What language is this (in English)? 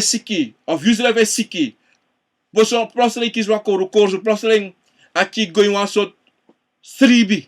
Sranan Tongo